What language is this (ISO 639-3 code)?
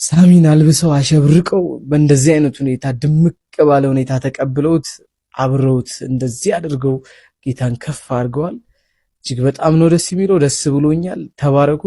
amh